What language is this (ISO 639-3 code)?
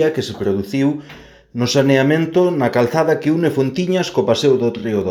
glg